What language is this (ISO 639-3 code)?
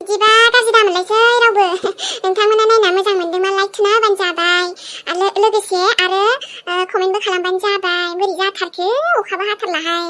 brx